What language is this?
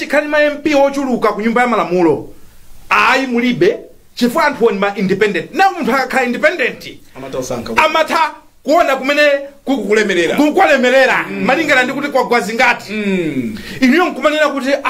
Nyanja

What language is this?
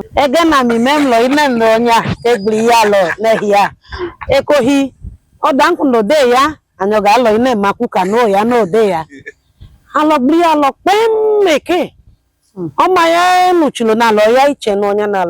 Idoma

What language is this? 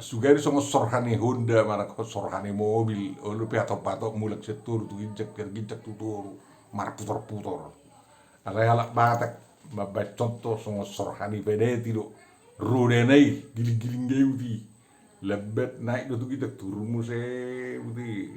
Batak Toba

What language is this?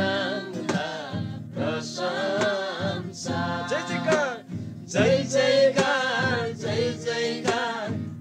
Eastern Tamang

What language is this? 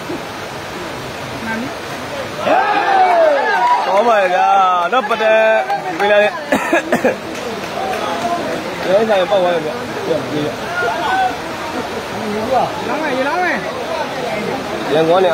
Burmese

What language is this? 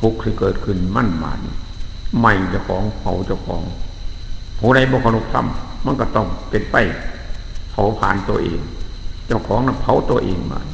Northeastern Thai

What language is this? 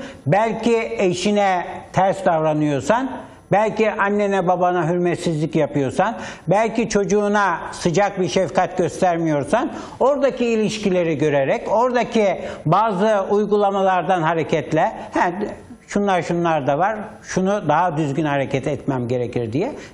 Turkish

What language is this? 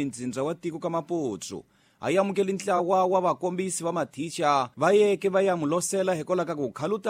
Tsonga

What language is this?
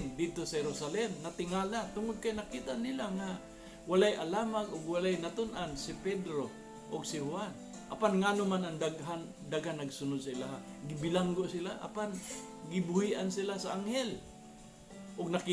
Cebuano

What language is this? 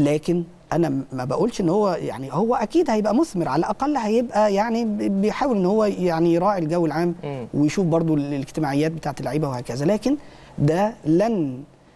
Egyptian Arabic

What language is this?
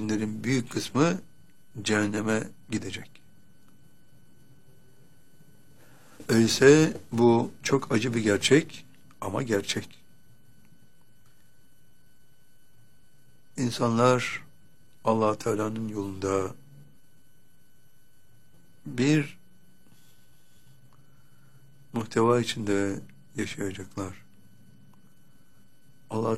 Turkish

